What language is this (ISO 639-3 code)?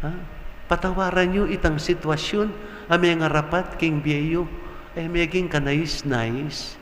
pam